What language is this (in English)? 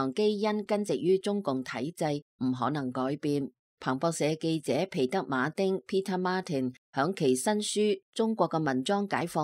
Cantonese